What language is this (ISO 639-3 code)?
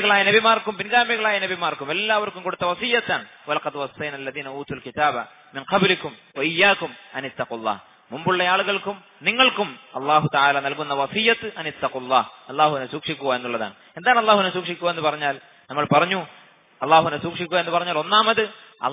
mal